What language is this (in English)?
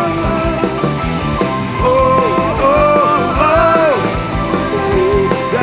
Indonesian